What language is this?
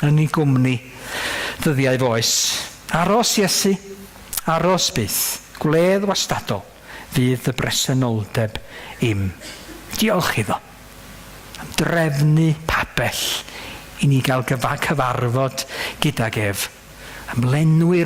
Welsh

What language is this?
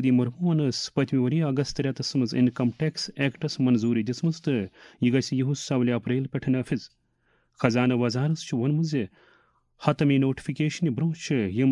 Kashmiri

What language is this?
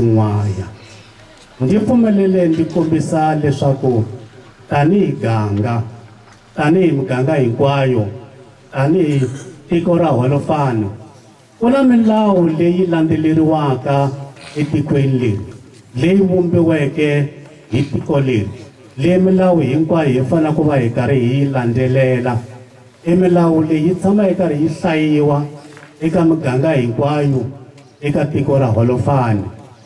Tsonga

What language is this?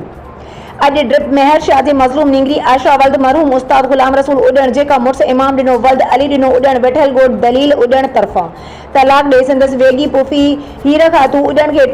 Sindhi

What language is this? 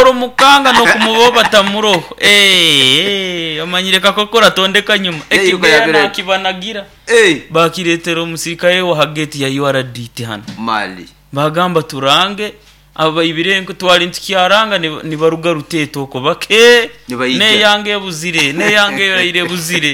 Nyankole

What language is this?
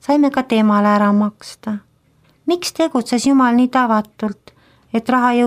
Estonian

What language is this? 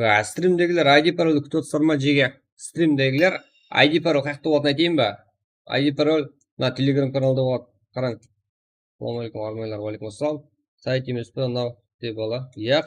Kara-Kalpak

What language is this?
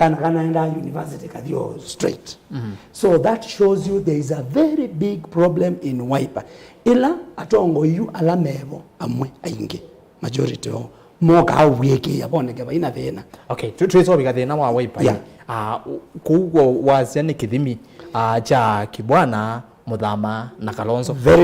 Kamba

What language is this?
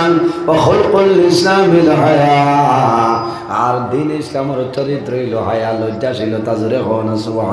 Sylheti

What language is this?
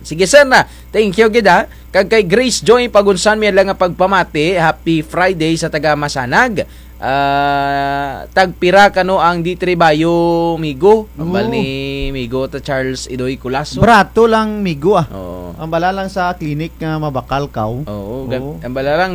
Kinaray-a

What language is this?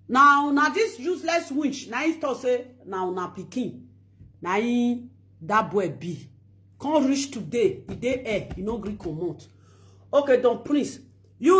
Nigerian Pidgin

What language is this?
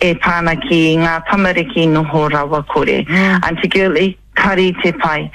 Māori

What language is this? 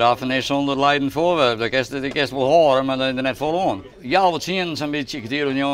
Western Frisian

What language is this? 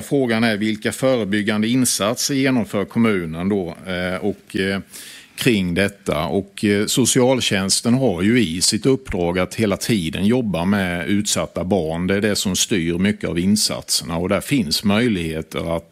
Swedish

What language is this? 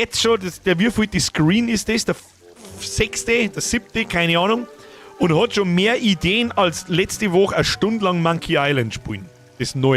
Bavarian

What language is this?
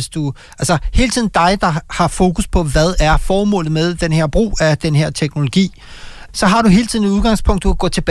Danish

